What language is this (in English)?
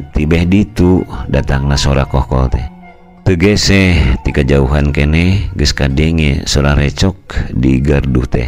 Sundanese